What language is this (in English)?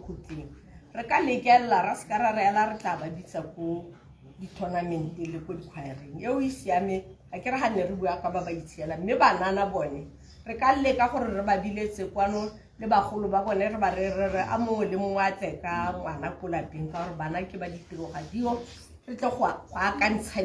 Tswana